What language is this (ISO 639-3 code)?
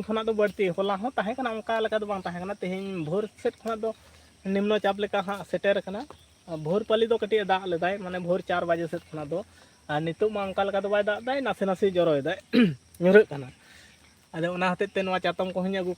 sat